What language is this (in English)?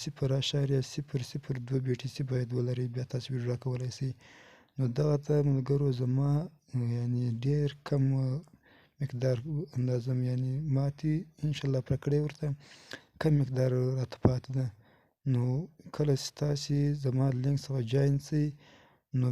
Pashto